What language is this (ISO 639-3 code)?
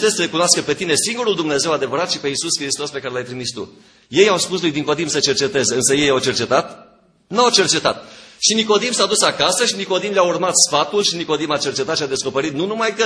ron